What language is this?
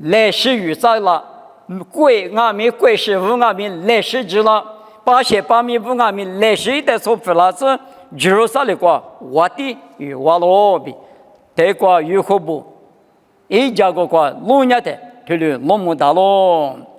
Lisu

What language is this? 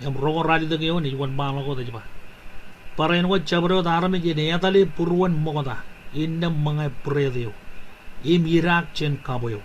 Marshallese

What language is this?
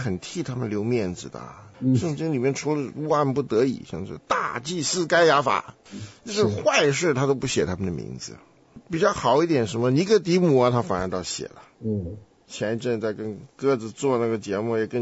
Chinese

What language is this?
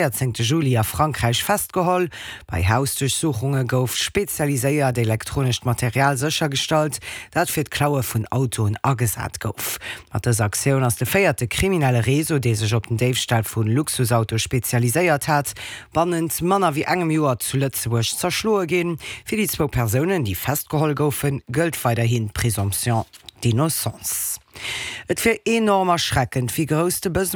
Luxembourgish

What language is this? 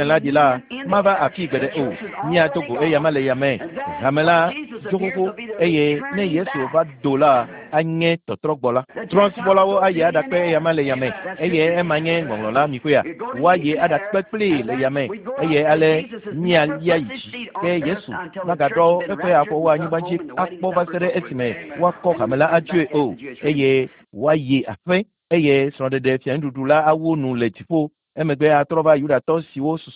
Ewe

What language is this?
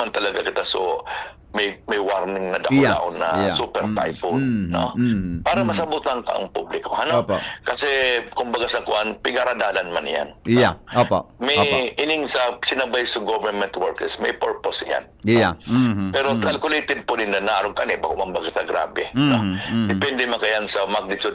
Bikol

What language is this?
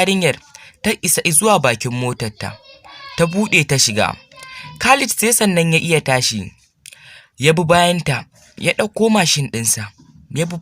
Hausa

